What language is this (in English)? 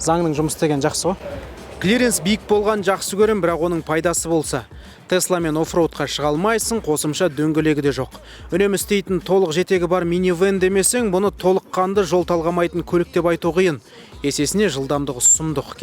Kazakh